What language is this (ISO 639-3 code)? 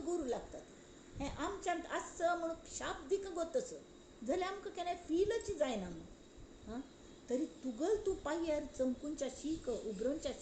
kok